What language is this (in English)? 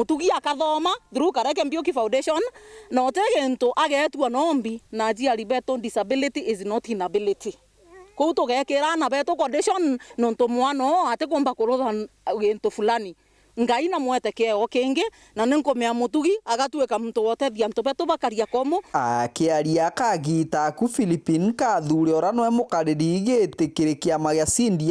Meru